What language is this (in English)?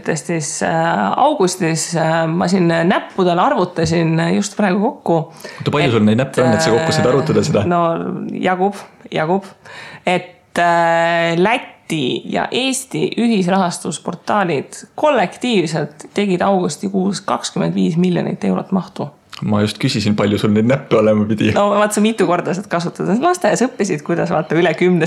Estonian